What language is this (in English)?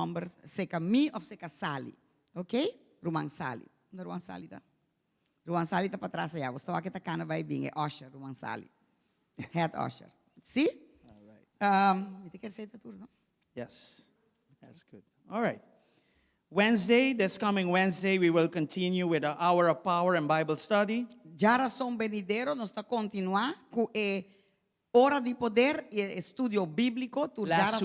Papiamento